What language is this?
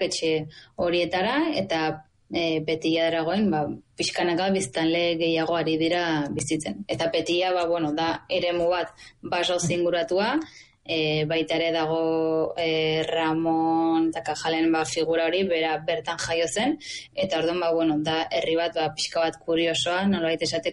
Basque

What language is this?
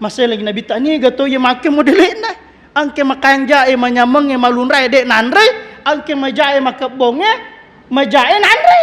Buginese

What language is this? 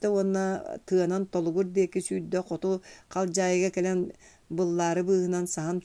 Yakut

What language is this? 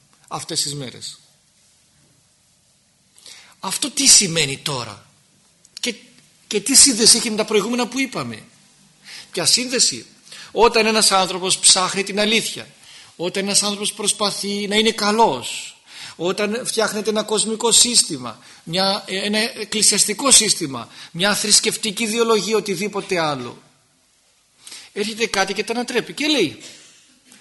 Greek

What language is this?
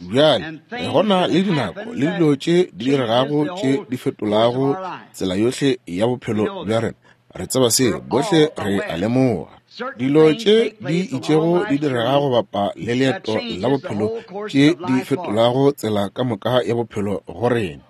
Northern Sotho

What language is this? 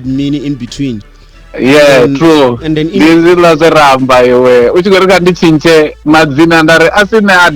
Venda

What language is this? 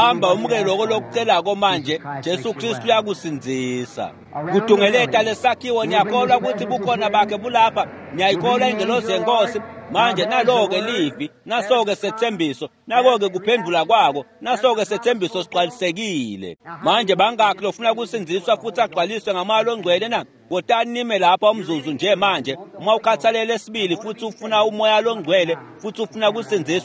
Swati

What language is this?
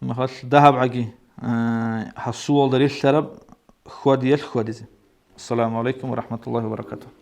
Avaric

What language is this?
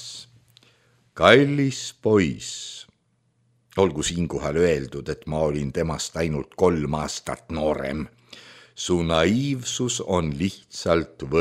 Estonian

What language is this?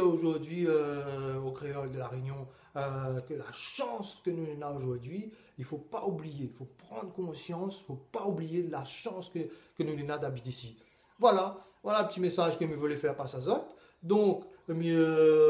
Réunion Creole French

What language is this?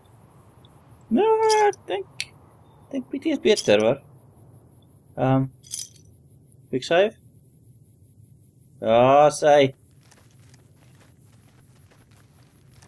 Afrikaans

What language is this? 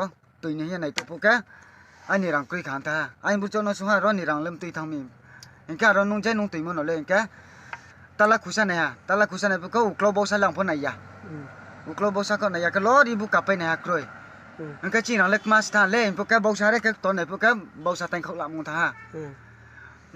Riang (India)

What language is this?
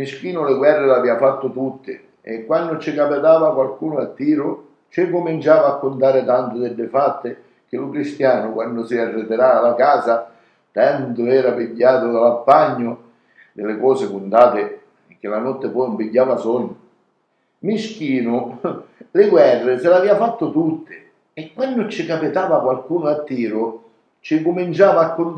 Sicilian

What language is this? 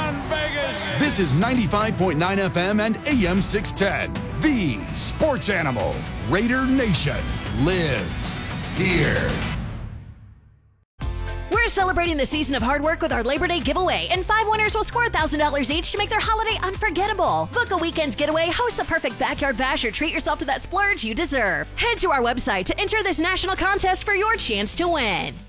English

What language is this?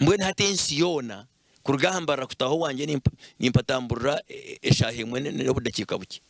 Nyankole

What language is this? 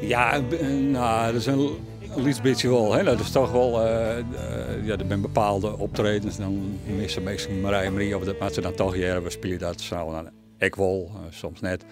Western Frisian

